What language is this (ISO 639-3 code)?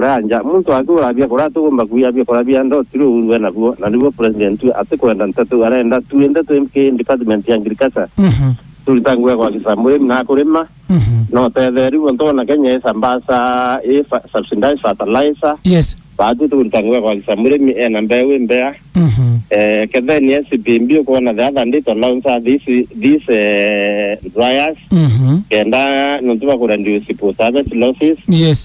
mer